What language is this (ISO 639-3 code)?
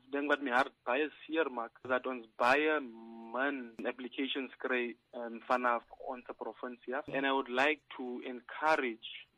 afr